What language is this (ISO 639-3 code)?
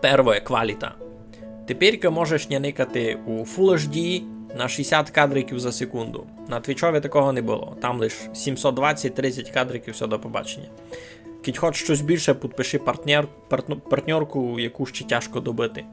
rue